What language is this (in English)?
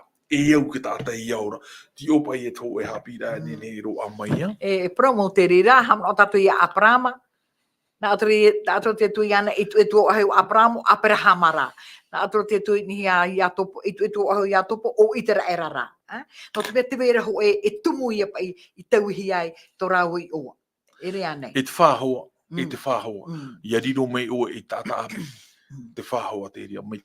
Tahitian